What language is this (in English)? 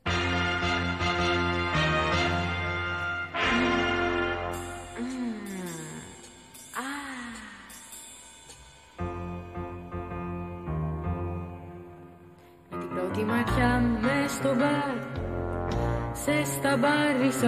Greek